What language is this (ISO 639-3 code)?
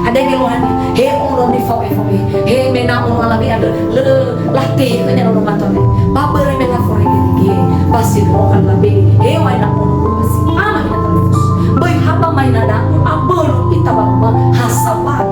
nia